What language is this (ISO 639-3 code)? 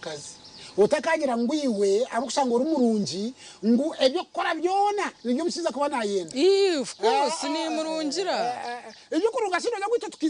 nyn